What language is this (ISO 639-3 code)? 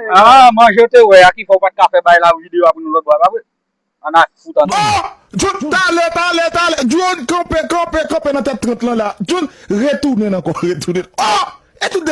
hat